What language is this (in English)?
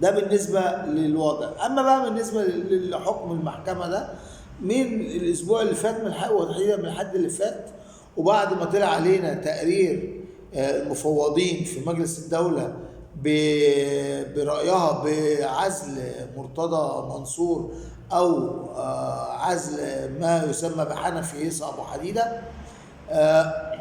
Egyptian Arabic